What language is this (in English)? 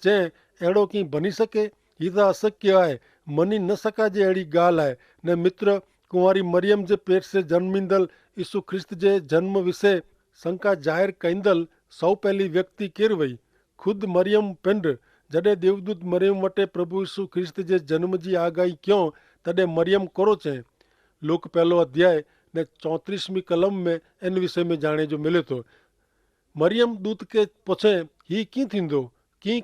Kachhi